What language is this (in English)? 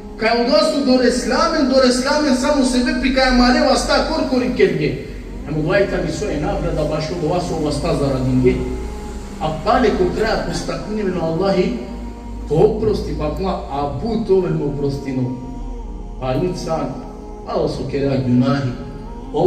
Balkan Romani